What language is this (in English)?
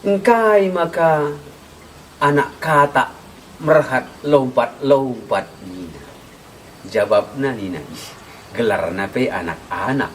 Batak Karo